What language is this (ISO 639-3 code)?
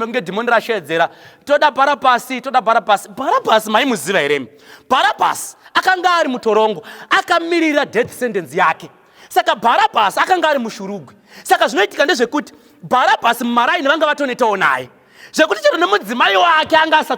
sna